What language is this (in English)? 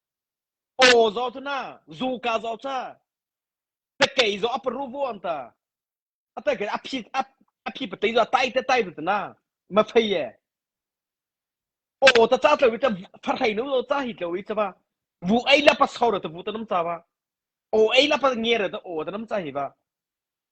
Mara Chin